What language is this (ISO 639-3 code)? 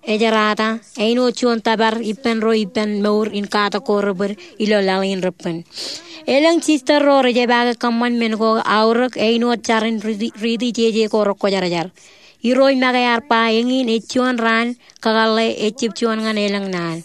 mah